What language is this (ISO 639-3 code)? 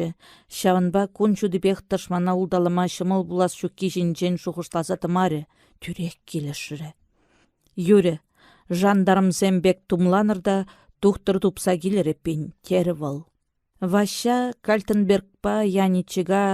chv